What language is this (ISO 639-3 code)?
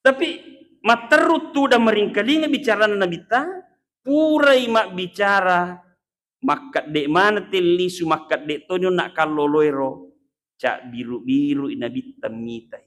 bug